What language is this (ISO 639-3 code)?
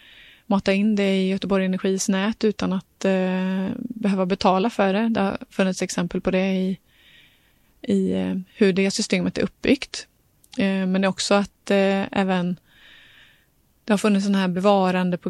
swe